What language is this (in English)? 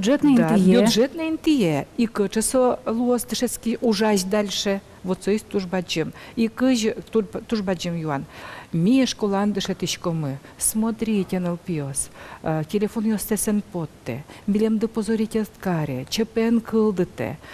Udmurt